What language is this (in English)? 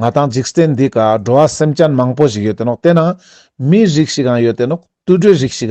Ladakhi